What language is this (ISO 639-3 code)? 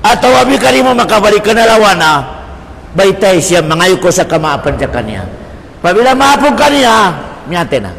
tsg